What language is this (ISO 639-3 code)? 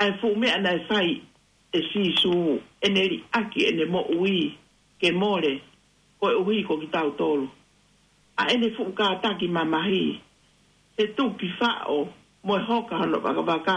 ton